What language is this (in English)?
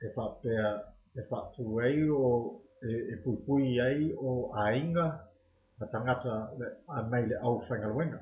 Samoan